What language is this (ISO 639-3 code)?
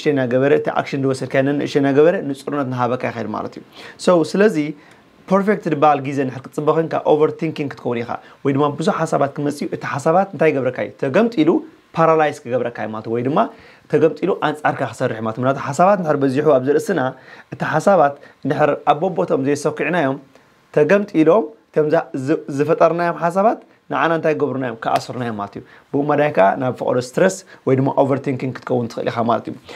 tir